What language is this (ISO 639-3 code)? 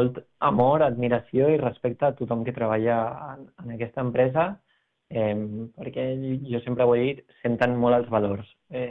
cat